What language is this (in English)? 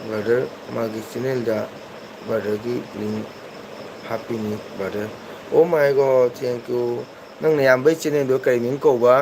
Manipuri